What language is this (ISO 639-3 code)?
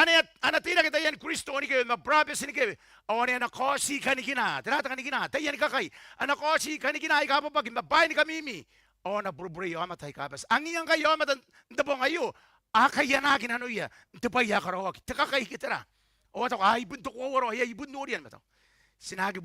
gil